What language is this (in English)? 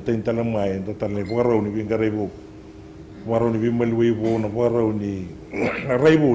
Fijian